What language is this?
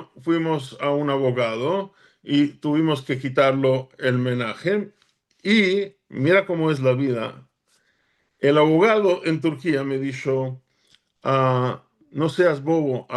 Ladino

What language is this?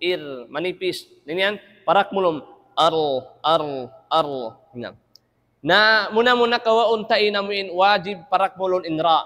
Tausug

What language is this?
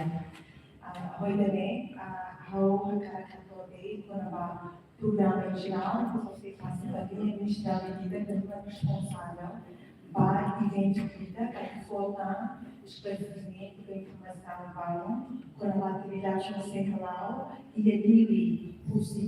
Tetum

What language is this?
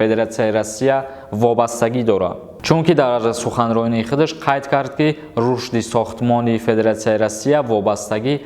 Tajik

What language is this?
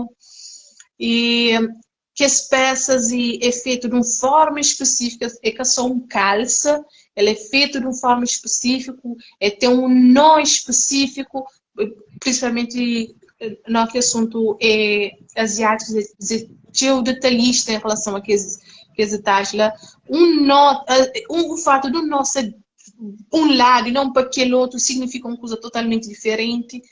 Kabuverdianu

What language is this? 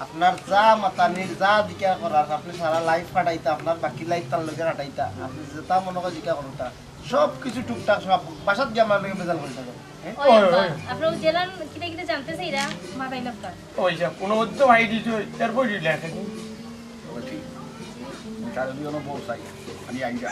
Sylheti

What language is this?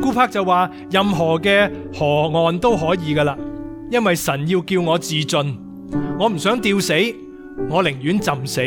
Cantonese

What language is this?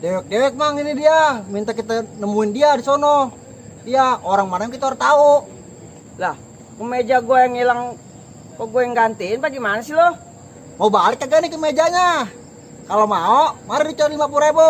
Betawi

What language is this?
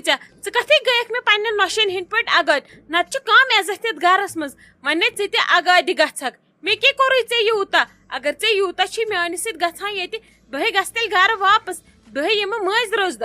Kashmiri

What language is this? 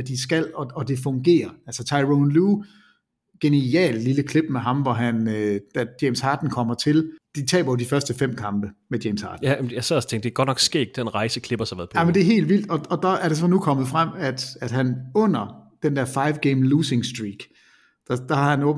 Danish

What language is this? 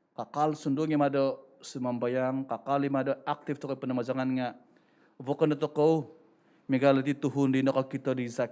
Central Dusun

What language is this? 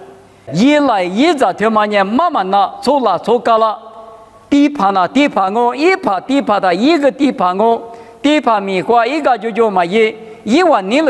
Lisu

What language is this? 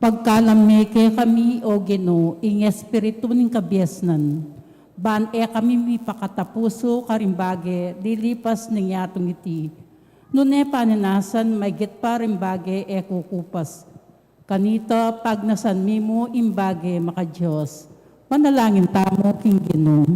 Pampanga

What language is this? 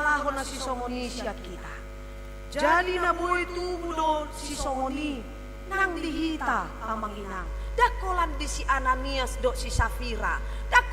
Batak Toba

